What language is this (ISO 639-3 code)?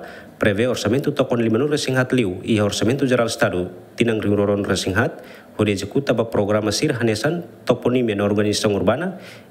tet